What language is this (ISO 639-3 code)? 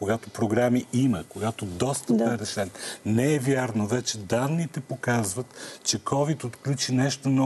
bul